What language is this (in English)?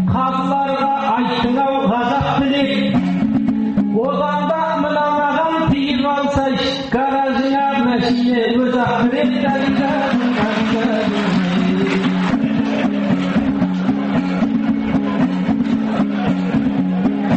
Kazakh